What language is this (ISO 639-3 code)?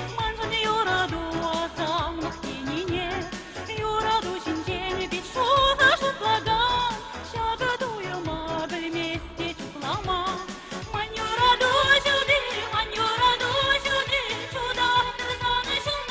chv